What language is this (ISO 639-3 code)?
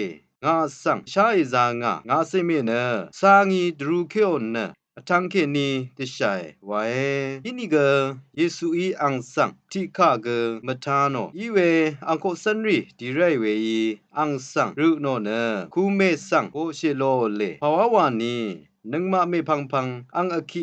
raw